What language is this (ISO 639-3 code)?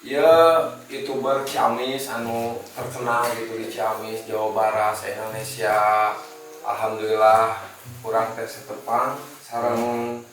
sun